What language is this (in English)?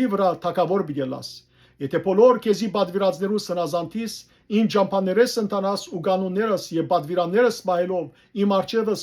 Western Armenian